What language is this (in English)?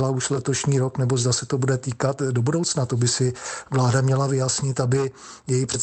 Czech